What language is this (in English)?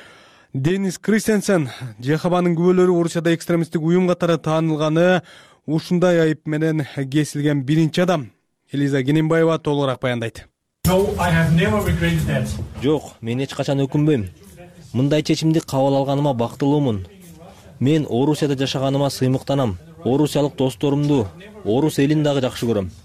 Kyrgyz